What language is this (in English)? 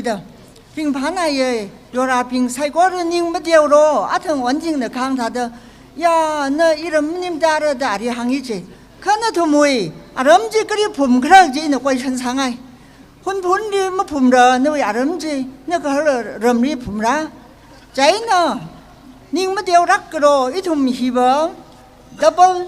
Tangkhul Naga (India)